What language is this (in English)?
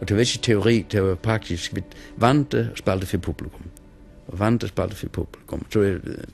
Faroese